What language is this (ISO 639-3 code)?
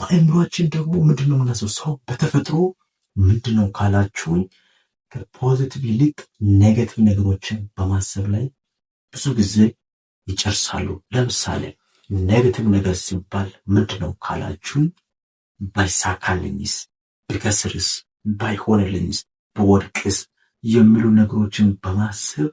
amh